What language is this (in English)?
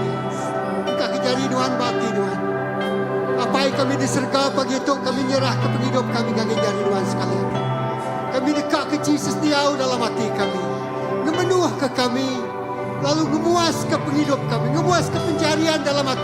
Iban